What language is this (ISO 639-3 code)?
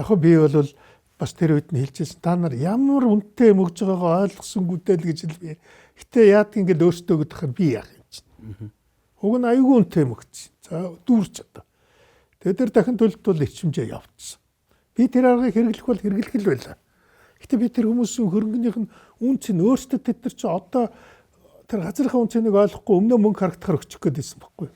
mon